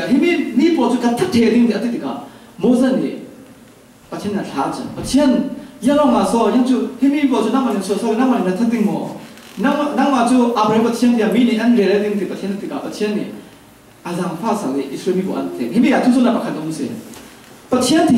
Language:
Falam Chin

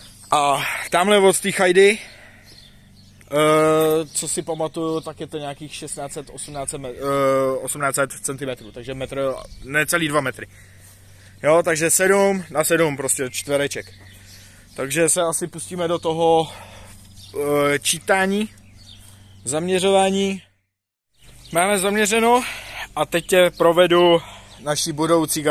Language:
Czech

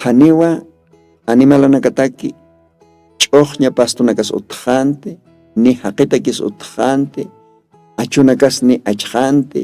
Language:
Aymara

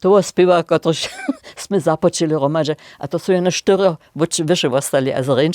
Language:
Upper Sorbian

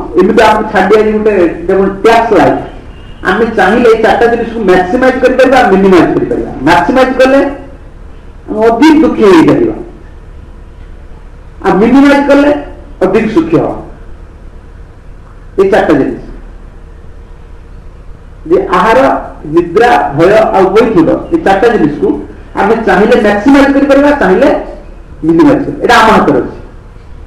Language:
Odia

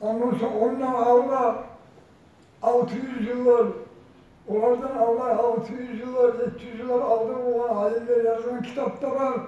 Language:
Kumyk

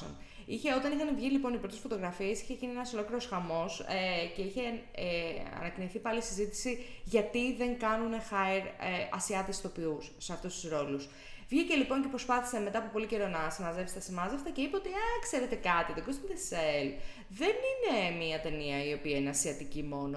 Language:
Greek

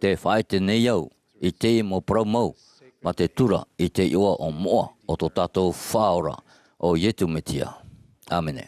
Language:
Tahitian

